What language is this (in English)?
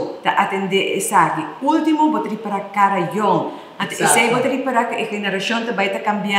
Papiamento